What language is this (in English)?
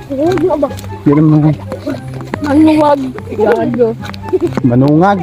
Cebuano